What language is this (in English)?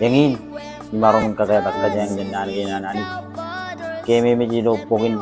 Marshallese